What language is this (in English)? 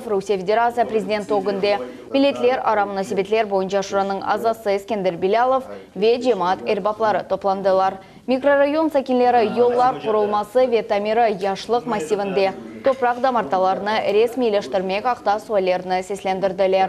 Crimean Tatar